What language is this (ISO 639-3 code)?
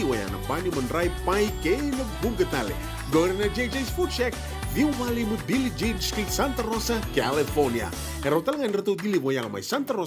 fij